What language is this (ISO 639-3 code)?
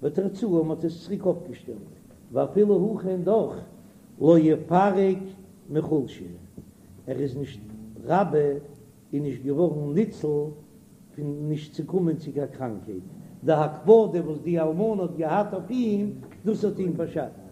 yid